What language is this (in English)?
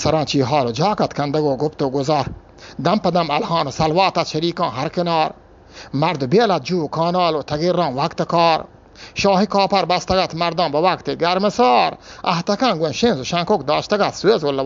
Eastern Balochi